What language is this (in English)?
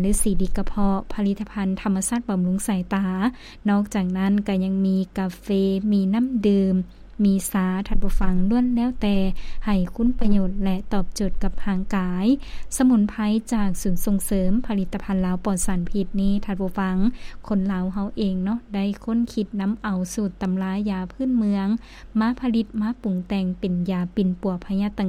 Lao